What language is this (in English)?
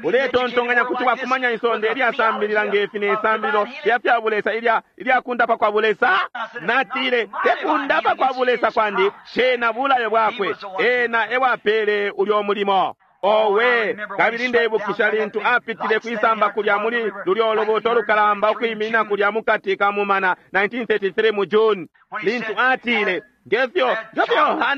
Bemba